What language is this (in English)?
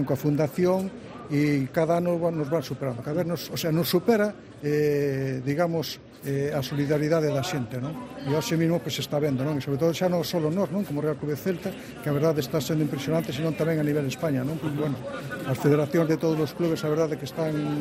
Galician